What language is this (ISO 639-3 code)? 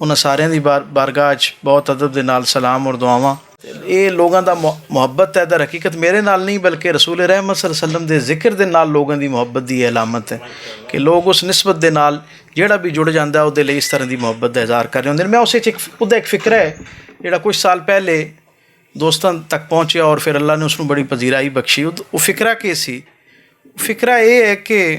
lah